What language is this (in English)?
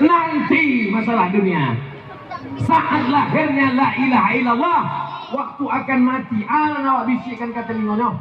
Minangkabau